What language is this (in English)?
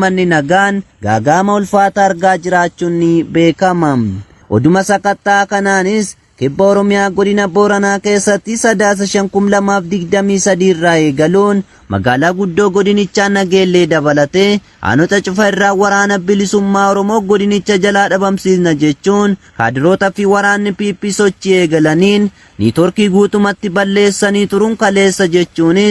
Oromo